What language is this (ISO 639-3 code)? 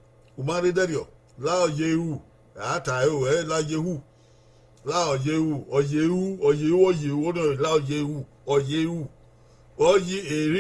bin